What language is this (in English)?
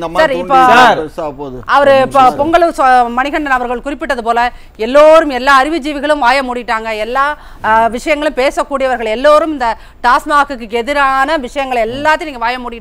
Tamil